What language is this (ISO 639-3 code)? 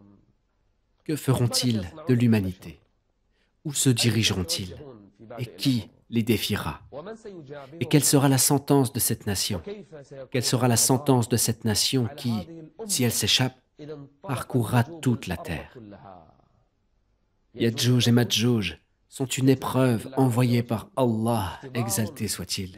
fra